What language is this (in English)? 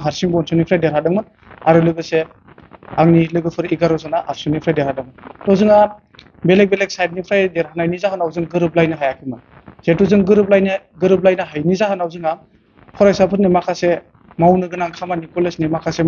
Bodo